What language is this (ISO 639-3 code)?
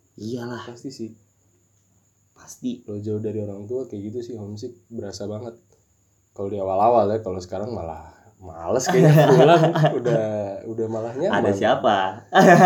ind